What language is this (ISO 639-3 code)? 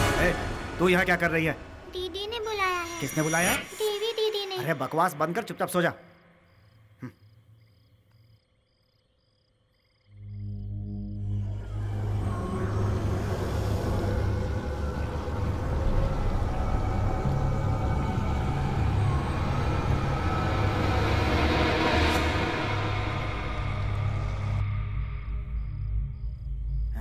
hin